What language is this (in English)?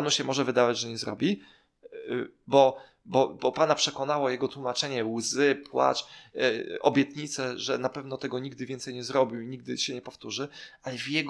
Polish